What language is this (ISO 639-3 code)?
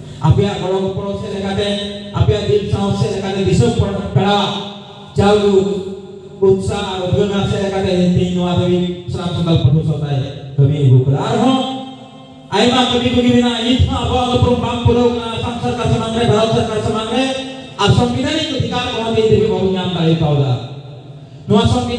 sat